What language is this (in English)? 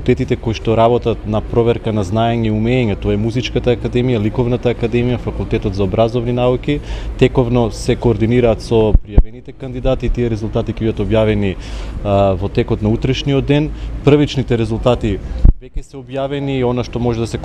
Macedonian